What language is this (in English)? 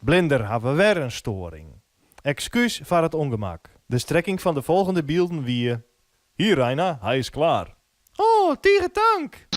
Western Frisian